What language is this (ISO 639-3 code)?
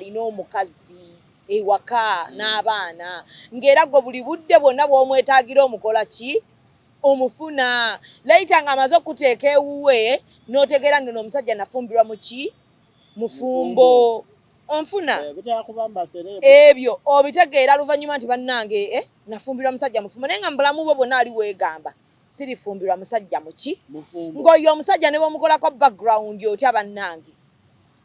lug